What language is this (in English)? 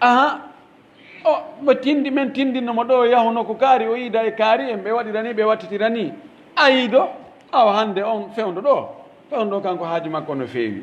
Pular